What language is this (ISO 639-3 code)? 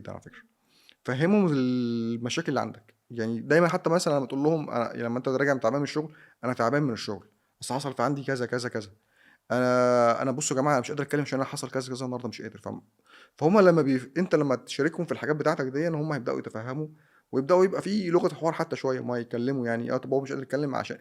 arz